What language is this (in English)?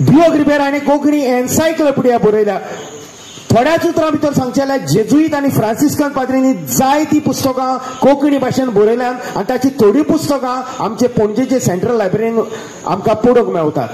Konkani